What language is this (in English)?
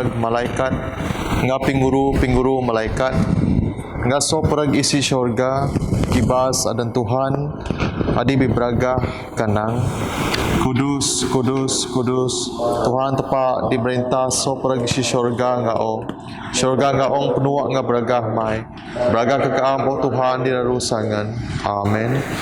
Biatah Bidayuh